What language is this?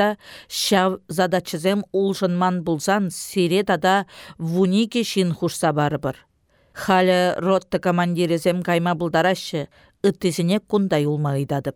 Chuvash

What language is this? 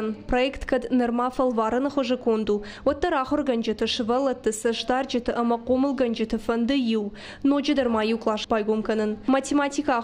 Ossetic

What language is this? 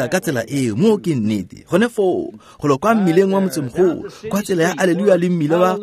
Tswana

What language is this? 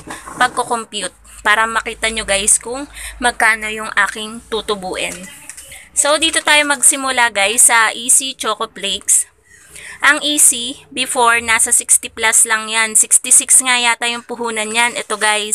Filipino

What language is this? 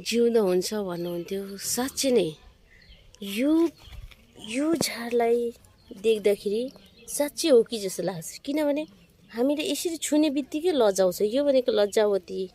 Nepali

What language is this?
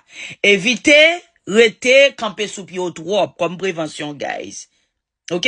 Haitian Creole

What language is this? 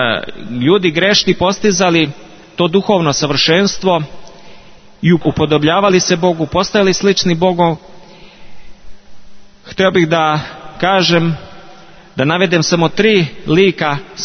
Serbian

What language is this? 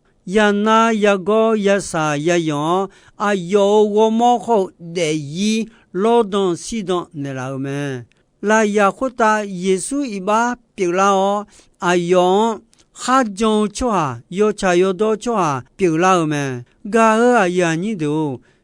Akha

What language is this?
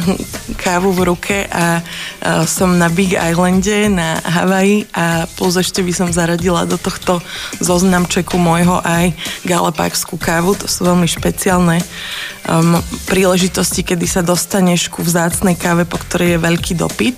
Slovak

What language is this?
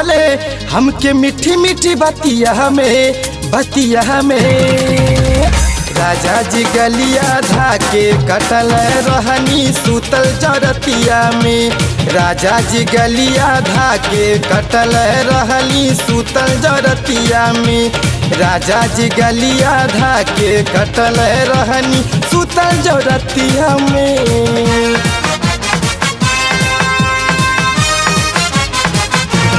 Bhojpuri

